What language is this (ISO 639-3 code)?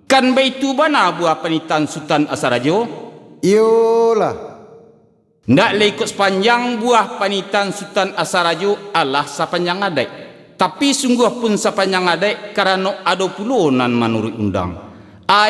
min